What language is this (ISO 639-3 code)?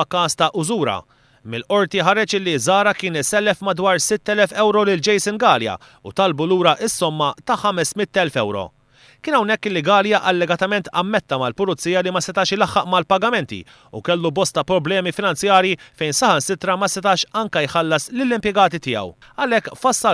mlt